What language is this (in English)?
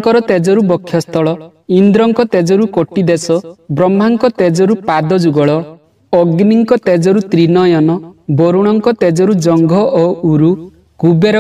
Odia